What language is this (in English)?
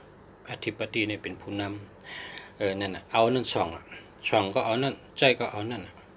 Shan